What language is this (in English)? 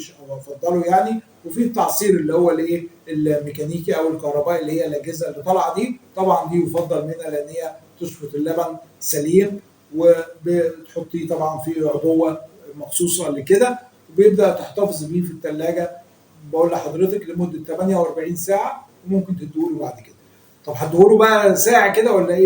Egyptian Arabic